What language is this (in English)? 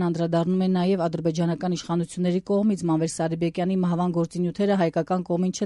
Armenian